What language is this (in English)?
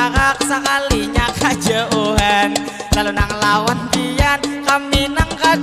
Banjar